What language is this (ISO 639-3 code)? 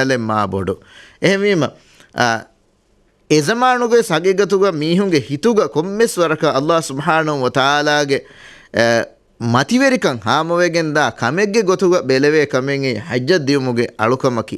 div